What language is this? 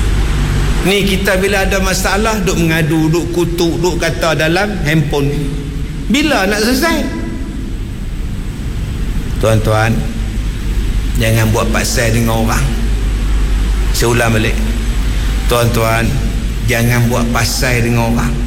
Malay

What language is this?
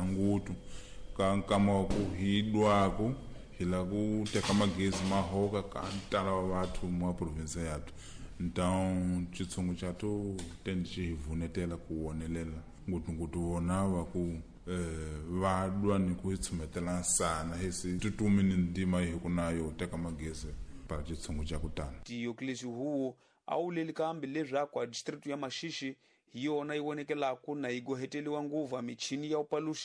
Tsonga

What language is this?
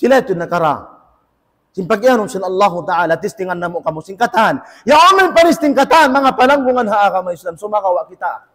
Tausug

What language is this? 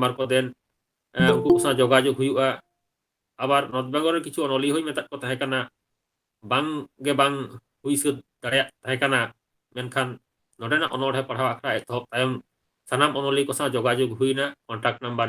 Santali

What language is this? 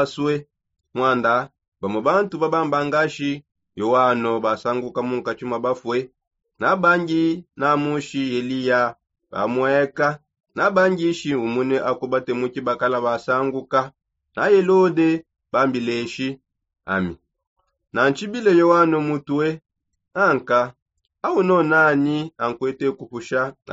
Songe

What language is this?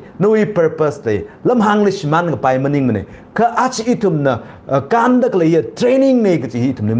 Tangkhul Naga (India)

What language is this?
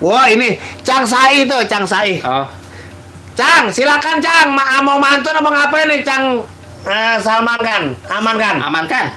Betawi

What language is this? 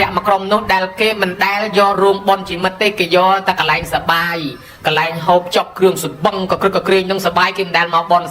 Khmer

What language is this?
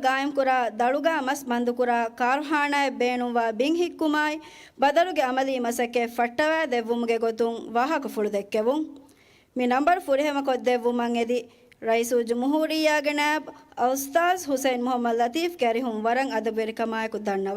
Divehi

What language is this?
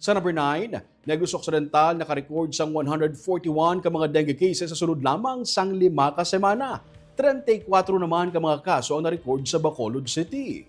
Hiligaynon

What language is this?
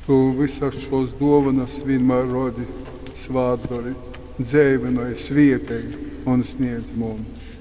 Latgalian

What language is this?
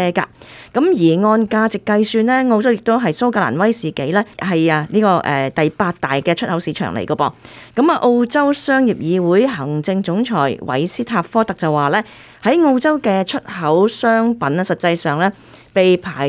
Cantonese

